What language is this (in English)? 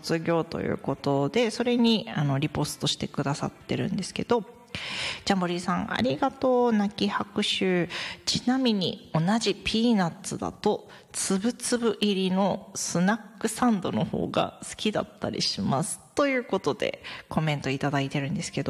Japanese